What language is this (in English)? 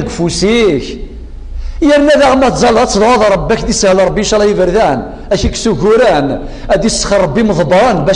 Kabyle